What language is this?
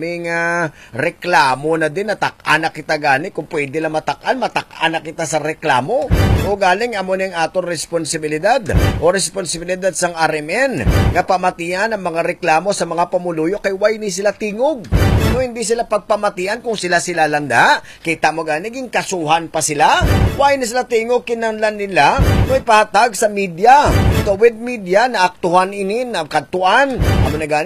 Hiligaynon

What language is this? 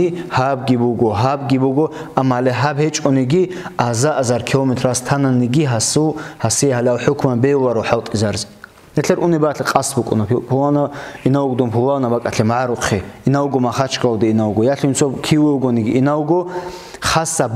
Avaric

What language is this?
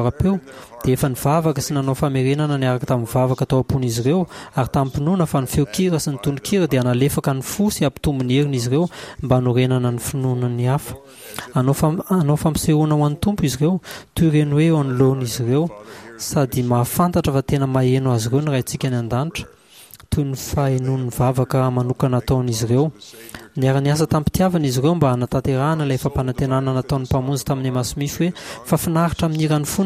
Malagasy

